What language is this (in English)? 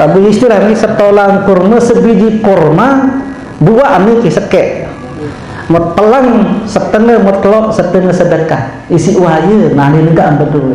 Sasak